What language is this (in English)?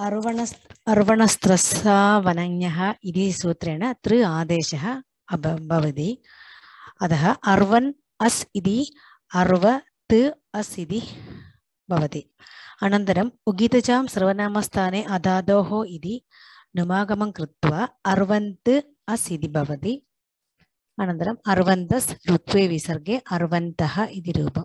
Sanskrit